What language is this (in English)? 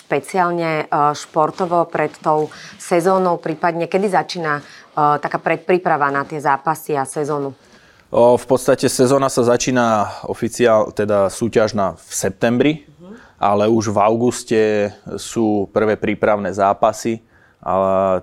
Slovak